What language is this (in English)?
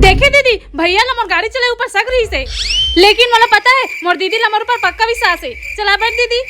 Chhattisgarhi